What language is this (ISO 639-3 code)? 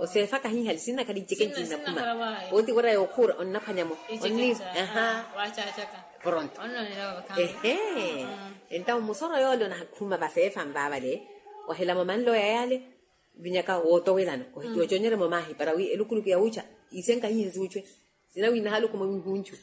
vmw